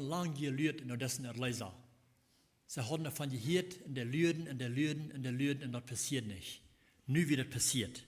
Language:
Plautdietsch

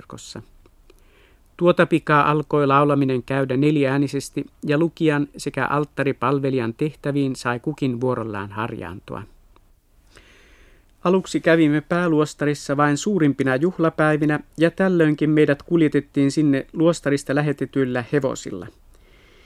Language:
Finnish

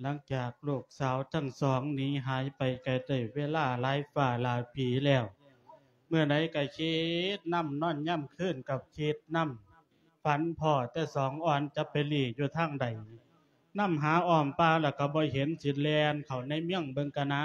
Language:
Lao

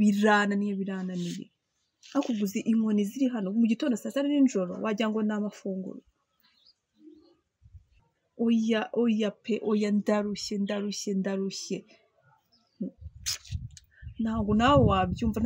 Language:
Kinyarwanda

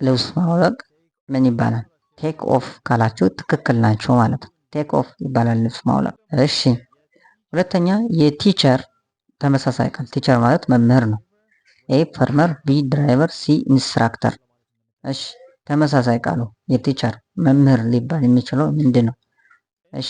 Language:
Amharic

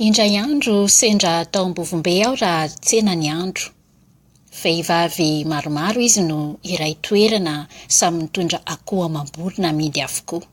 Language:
Malagasy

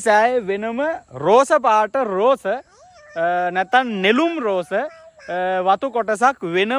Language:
Sinhala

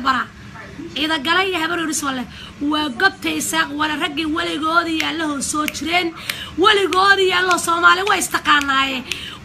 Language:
Somali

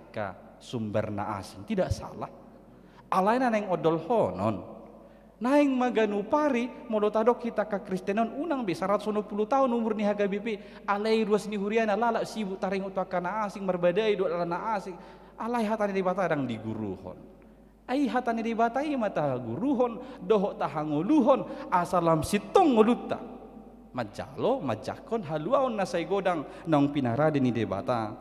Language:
Batak Toba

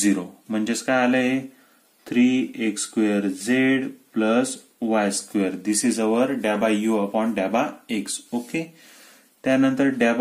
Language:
Marathi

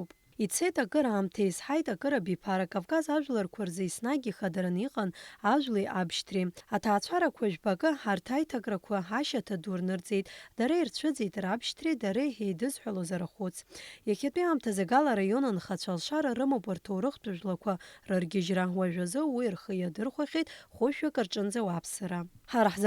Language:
Abkhazian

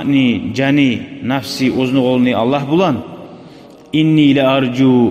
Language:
Kumyk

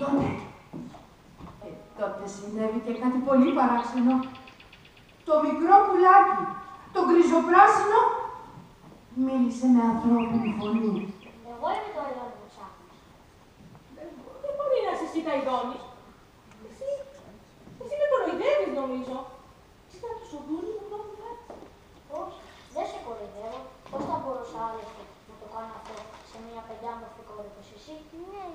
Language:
Greek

